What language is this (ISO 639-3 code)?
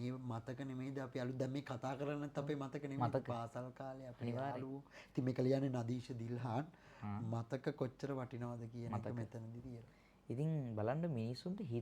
sin